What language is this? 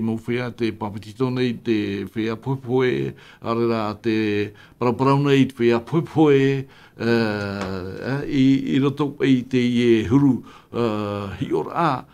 Tahitian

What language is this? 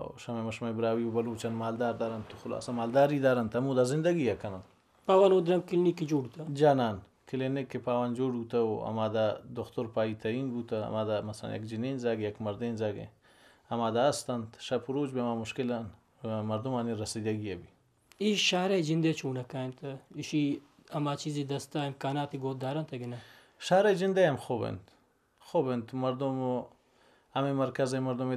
Baluchi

